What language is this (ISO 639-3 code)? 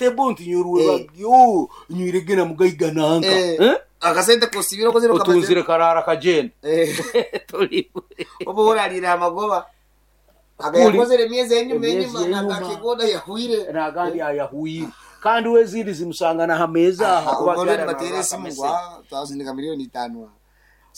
nyo